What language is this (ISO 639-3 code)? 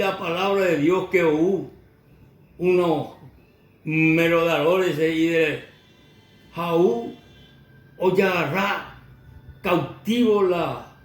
grn